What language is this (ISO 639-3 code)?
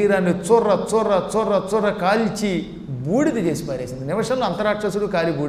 tel